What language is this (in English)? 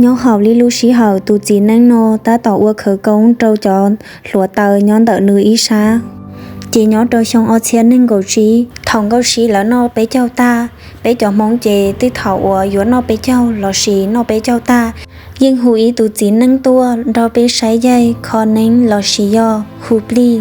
Hmong